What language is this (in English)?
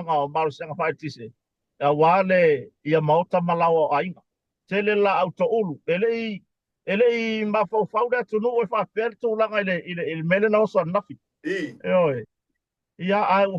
Samoan